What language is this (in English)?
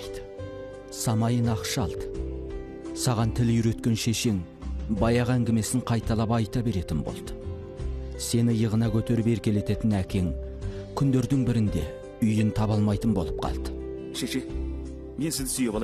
Kazakh